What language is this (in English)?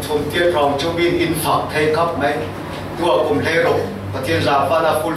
Falam Chin